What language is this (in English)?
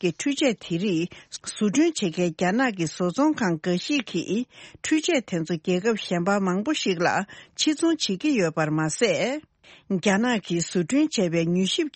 Tibetan